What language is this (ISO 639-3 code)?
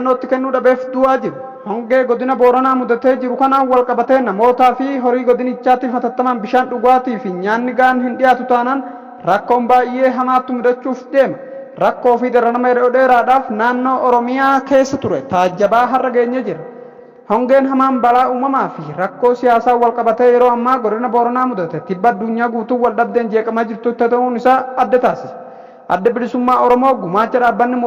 orm